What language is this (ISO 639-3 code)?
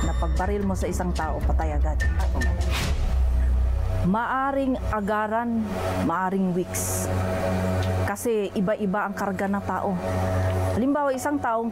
fil